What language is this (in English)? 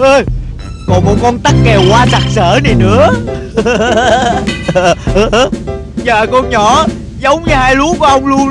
Vietnamese